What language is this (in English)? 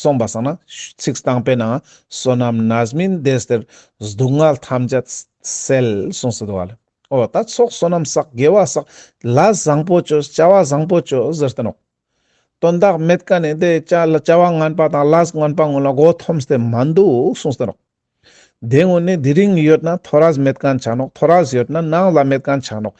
Ladakhi